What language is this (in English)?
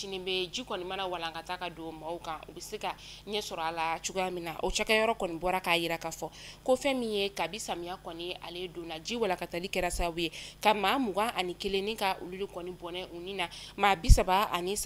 Bambara